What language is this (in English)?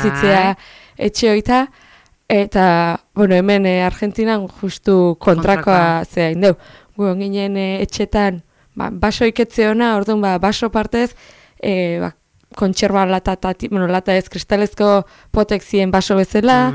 Basque